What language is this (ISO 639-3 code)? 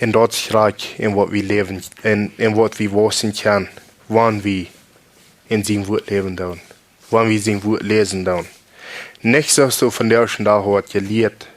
pdt